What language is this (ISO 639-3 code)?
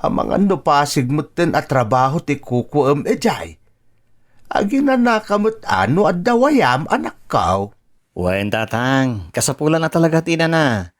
ilo